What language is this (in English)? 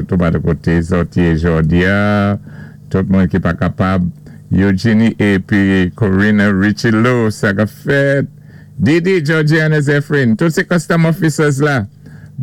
Saint Lucian Creole French